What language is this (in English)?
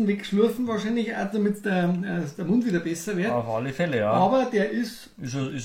Bavarian